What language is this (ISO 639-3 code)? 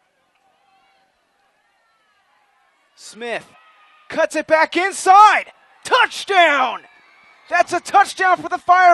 eng